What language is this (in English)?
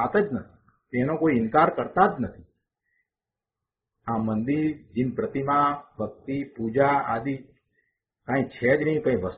Gujarati